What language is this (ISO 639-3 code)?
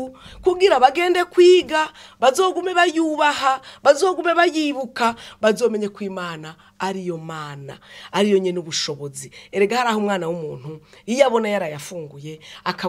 run